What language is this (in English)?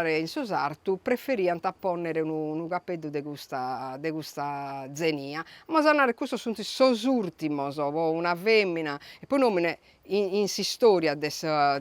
Sardinian